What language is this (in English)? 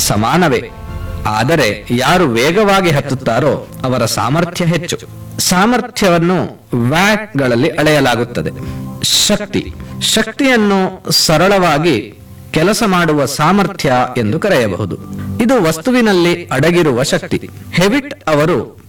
Kannada